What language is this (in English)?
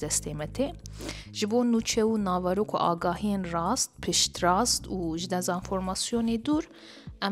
Kurdish